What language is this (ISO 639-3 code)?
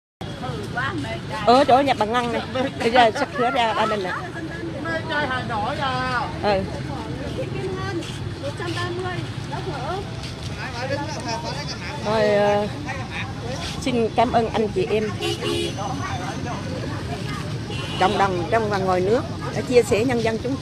vie